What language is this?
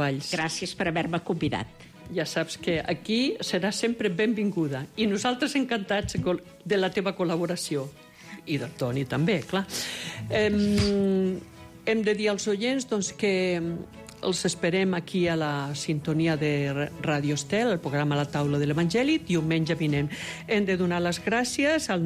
Catalan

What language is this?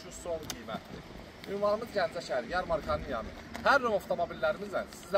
Azerbaijani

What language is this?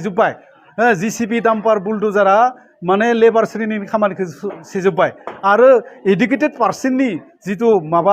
Bodo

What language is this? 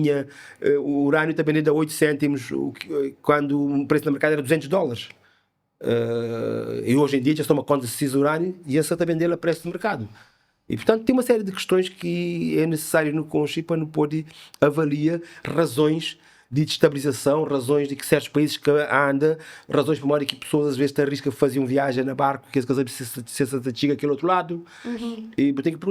Kabuverdianu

